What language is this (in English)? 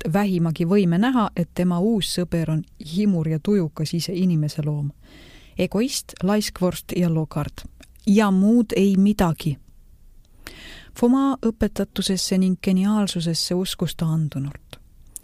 Estonian